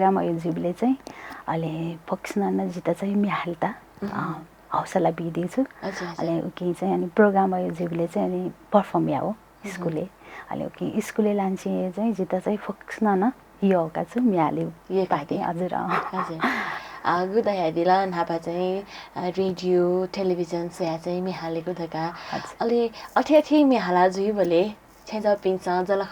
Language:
Newari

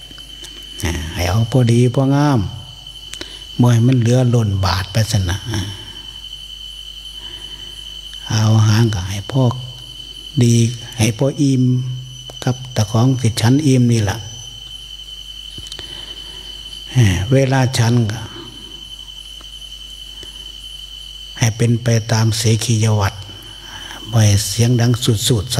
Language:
Thai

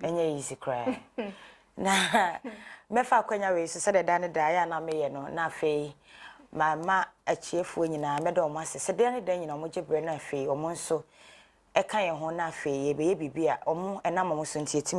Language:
Akan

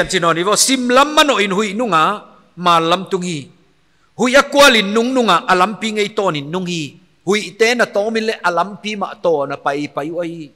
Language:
Paite Chin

